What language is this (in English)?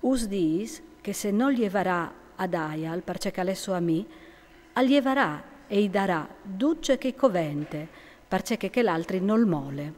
Friulian